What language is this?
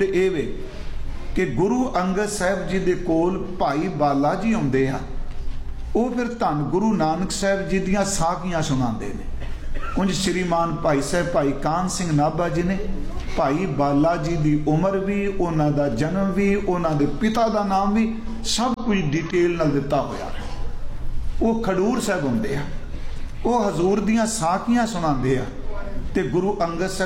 Punjabi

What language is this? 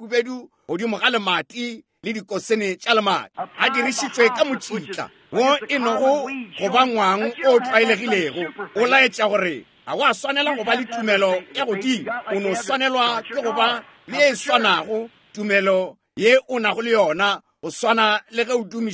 Northern Sotho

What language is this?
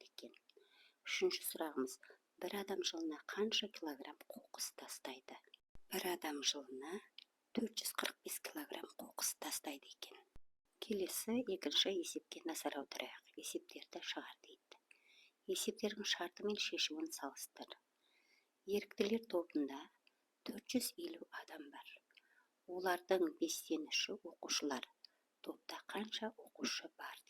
Kazakh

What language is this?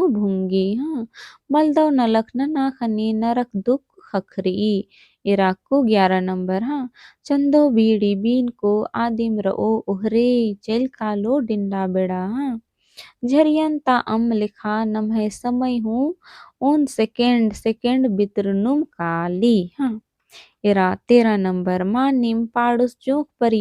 Kurukh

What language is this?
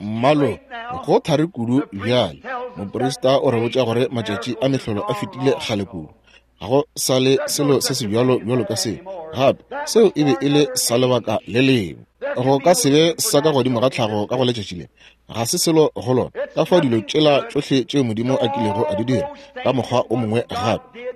Northern Sotho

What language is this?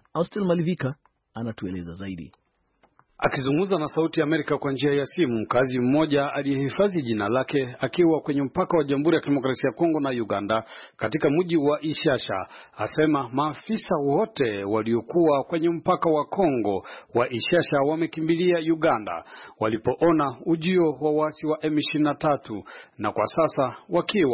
Swahili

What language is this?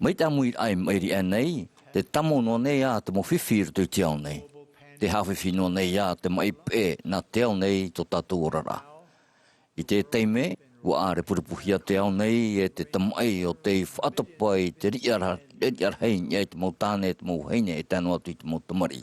Tahitian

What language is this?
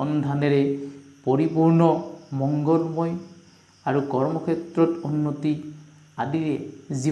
Assamese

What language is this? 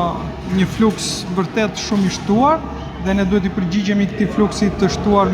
Albanian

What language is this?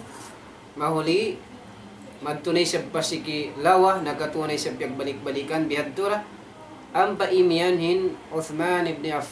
Tausug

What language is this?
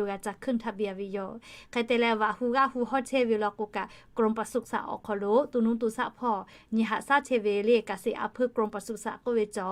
Lahu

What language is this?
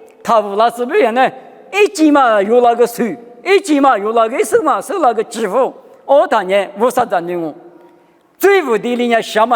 Lisu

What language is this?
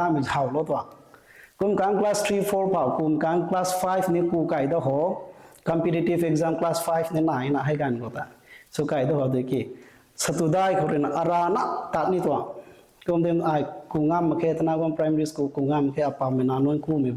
Rongmei Naga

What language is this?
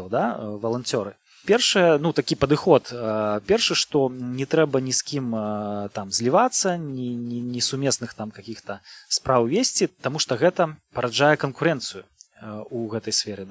Belarusian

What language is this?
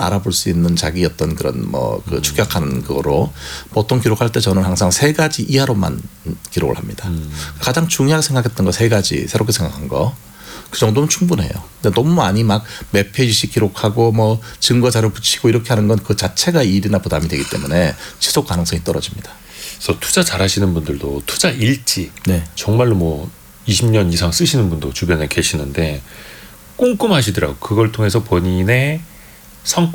Korean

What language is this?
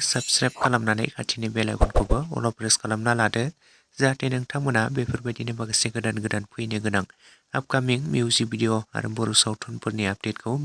Bodo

